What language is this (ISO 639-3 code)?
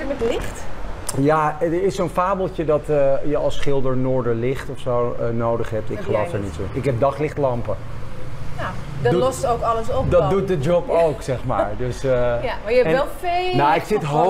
nld